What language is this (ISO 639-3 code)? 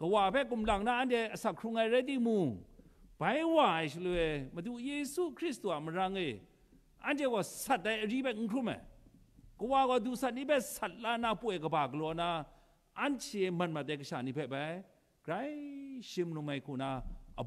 kac